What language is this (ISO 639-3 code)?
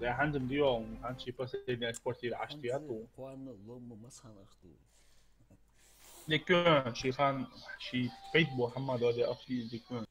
inh